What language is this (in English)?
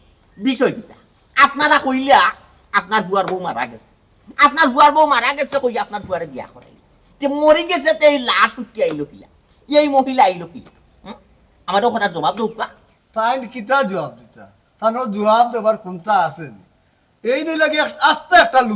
Sylheti